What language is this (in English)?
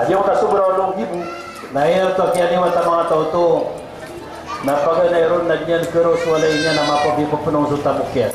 Maranao